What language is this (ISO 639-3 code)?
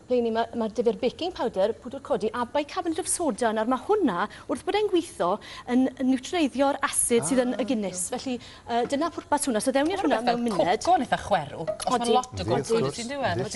cym